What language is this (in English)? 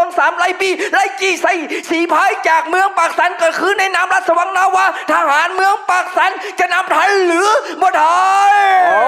Lao